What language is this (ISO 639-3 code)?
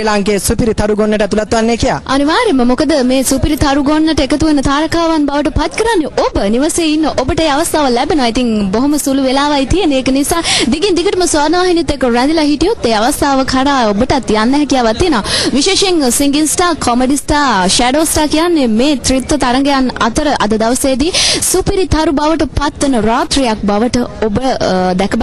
sin